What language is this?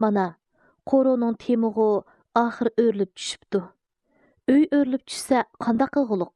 Uyghur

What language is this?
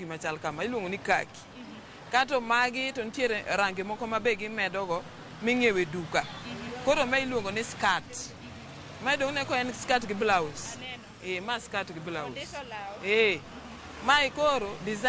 Luo (Kenya and Tanzania)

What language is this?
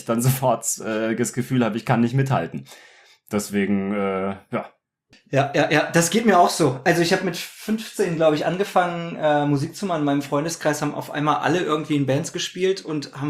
German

